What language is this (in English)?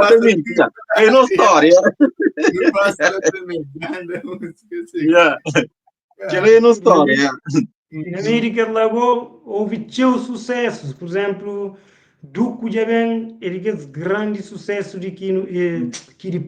Kabuverdianu